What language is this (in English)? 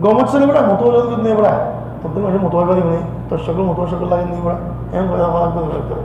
Rohingya